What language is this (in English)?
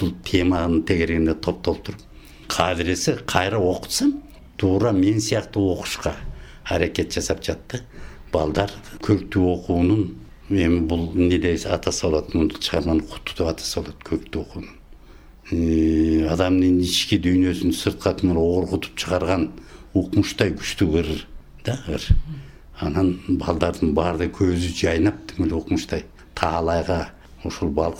Kyrgyz